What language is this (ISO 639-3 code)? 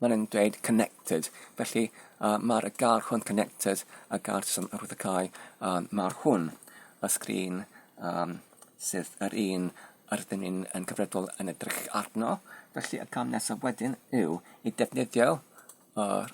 cym